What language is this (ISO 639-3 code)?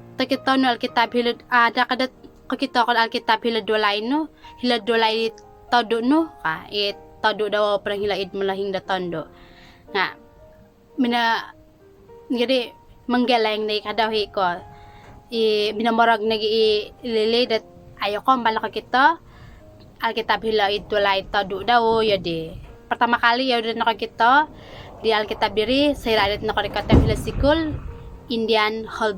dtp